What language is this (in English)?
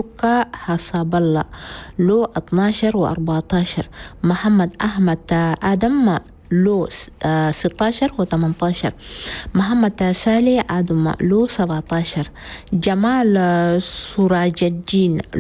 Chadian Arabic